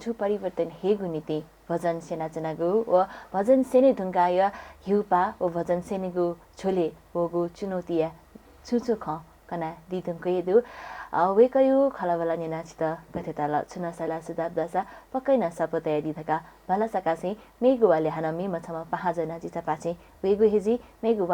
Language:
Newari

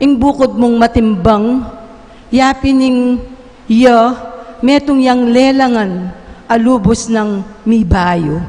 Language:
Pampanga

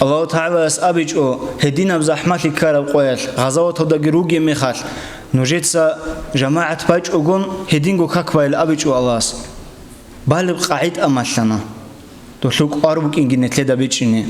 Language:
Avaric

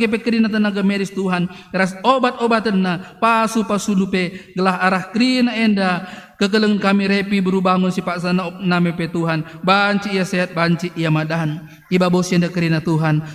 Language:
Batak Karo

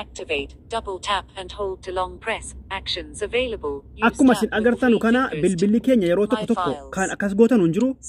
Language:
Oromo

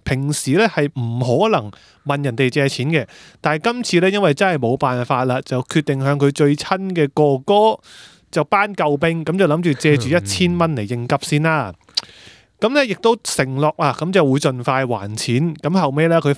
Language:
Cantonese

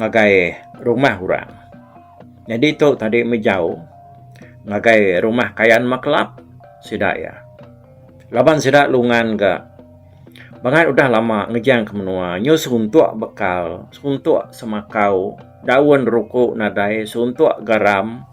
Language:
Iban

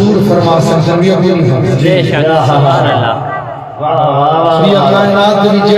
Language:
Saraiki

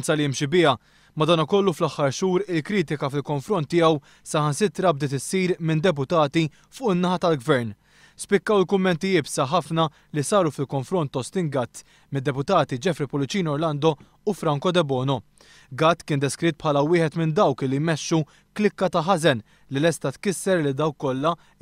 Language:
Maltese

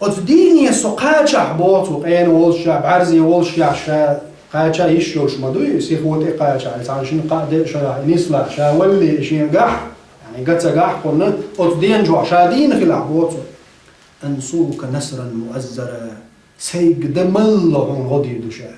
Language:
Chechen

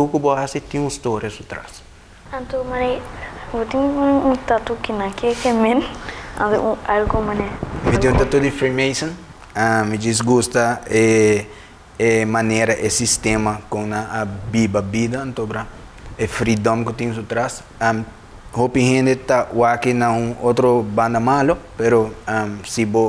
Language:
Papiamento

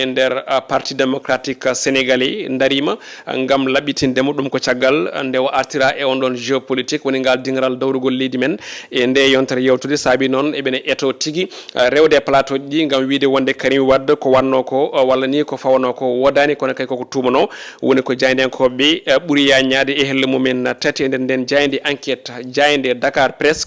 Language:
Fula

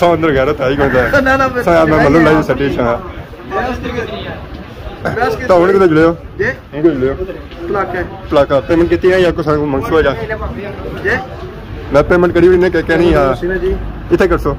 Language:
Pahari-Potwari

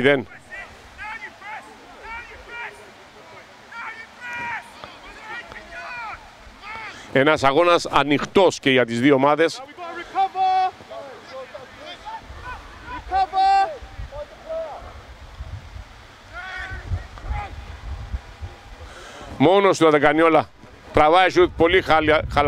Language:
Greek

